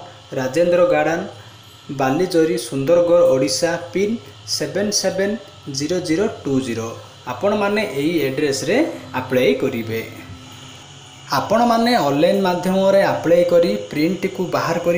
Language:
Odia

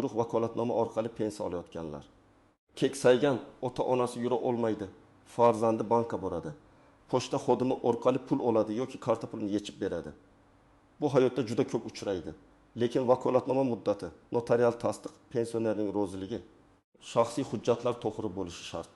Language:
Uzbek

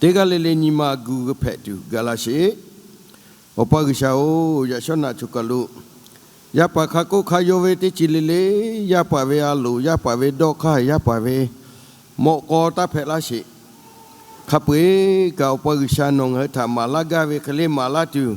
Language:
Lahu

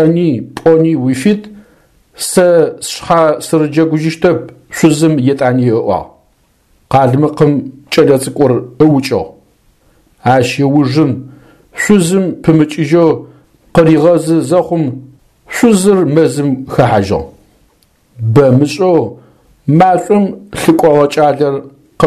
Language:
Adyghe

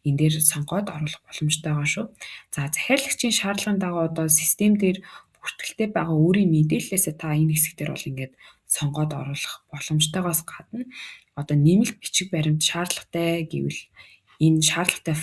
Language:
Mongolian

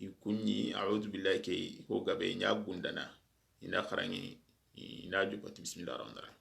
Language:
Soninke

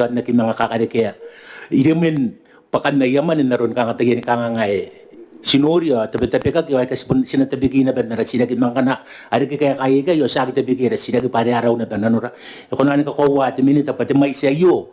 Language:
Gilbertese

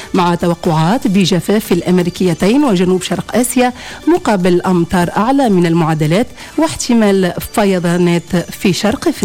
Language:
Tunisian Arabic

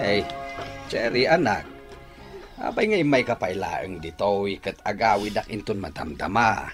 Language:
Iloko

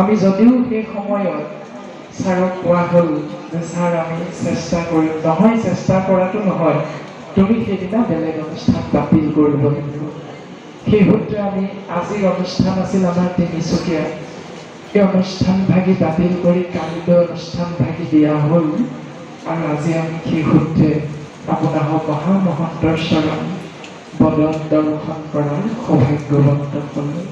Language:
Assamese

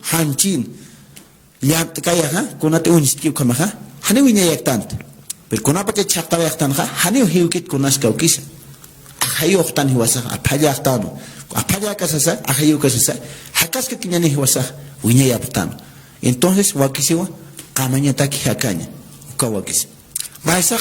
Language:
Aymara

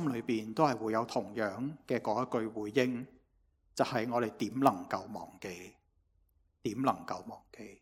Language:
Cantonese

